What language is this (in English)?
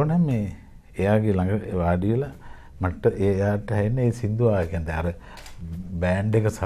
Sinhala